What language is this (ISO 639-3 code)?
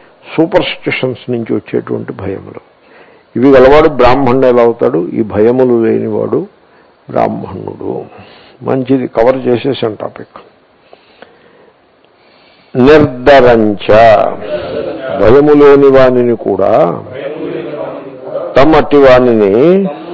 tel